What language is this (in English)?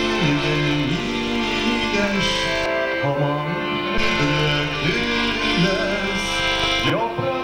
Bashkir